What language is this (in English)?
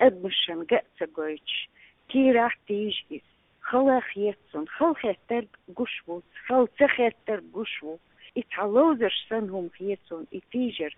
Chechen